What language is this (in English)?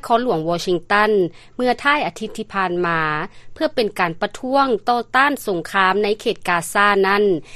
Lao